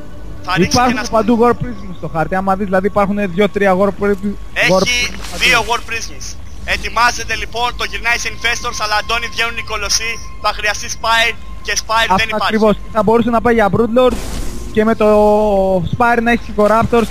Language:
Greek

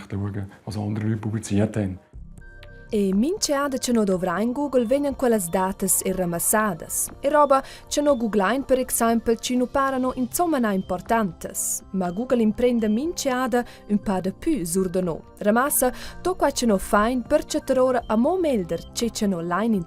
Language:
Romansh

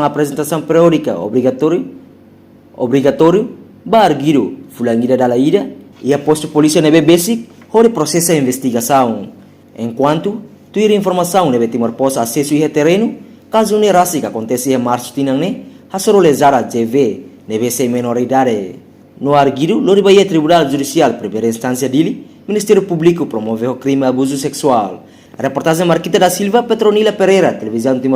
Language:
Tetum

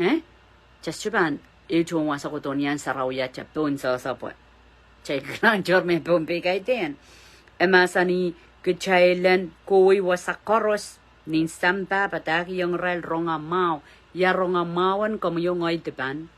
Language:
Pohnpeian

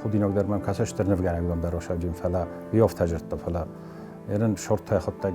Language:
Ossetic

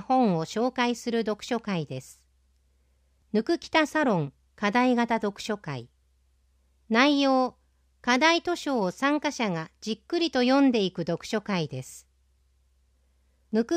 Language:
Japanese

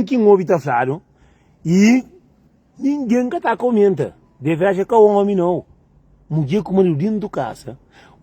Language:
Kabuverdianu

